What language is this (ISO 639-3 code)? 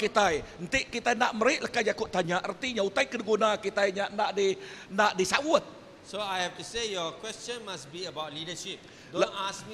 iba